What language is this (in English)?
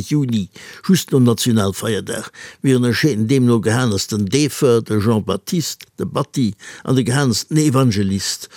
Luxembourgish